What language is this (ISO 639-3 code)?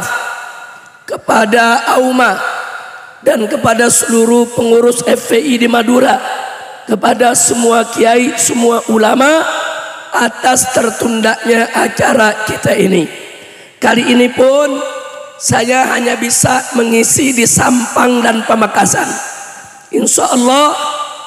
ind